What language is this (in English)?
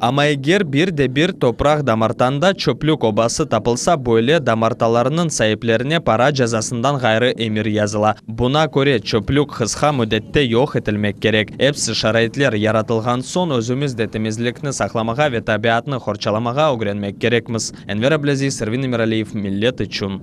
Crimean Tatar